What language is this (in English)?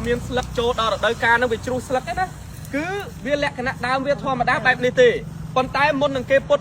Khmer